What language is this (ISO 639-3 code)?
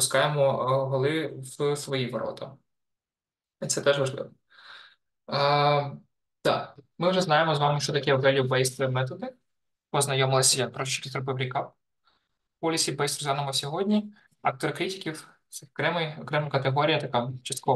ukr